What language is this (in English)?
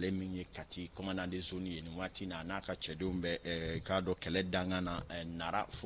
Bambara